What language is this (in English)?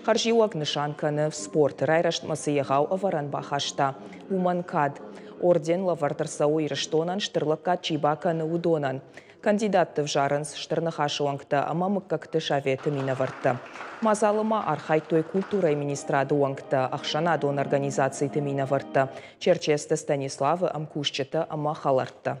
Ossetic